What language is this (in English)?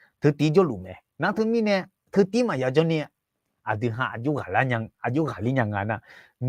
Akha